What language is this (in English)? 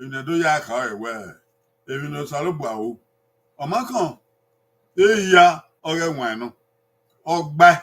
Bini